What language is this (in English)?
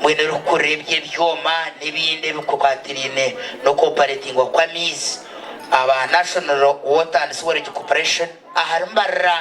Nyankole